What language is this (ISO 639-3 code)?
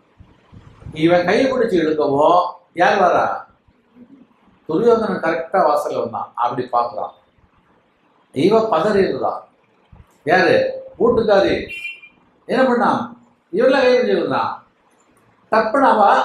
tam